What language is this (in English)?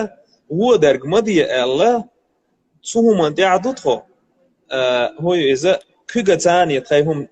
Chechen